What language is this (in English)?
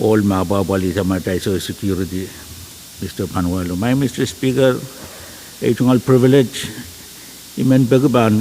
Pohnpeian